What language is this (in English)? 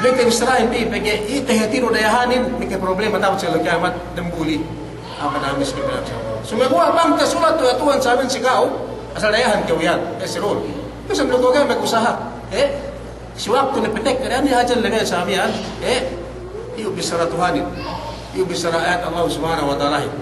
Yakan